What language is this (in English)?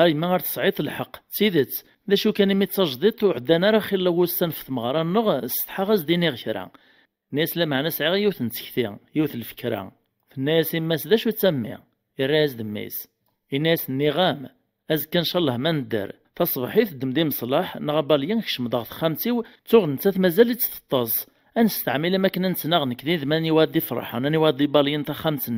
Kabyle